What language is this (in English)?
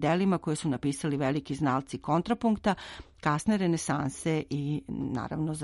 Serbian